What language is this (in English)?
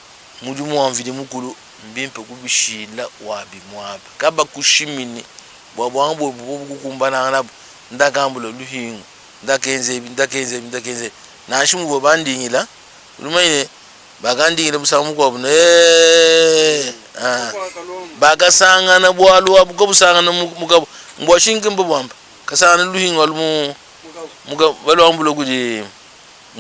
Luba-Lulua